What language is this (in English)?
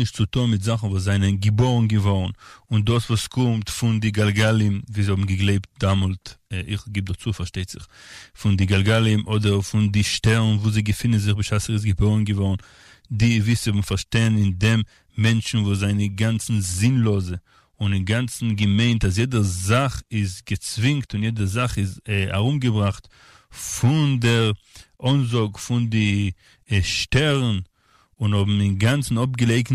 Yiddish